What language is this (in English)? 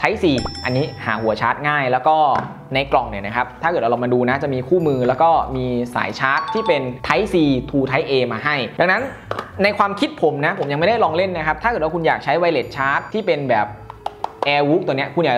Thai